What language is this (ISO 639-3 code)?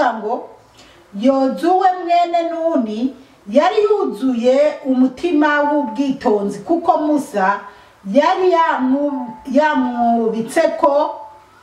run